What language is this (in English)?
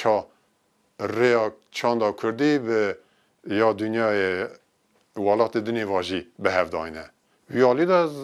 Kurdish